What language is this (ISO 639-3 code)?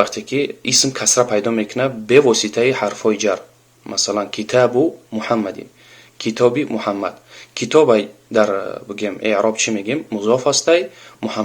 tgk